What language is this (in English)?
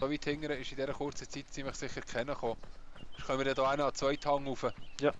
Swiss German